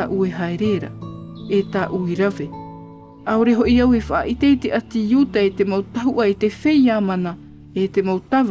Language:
Tahitian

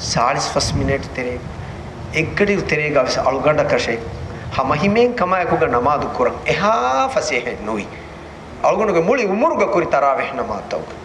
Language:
Divehi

